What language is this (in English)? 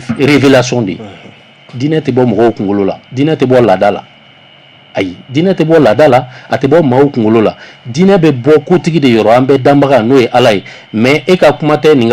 Bambara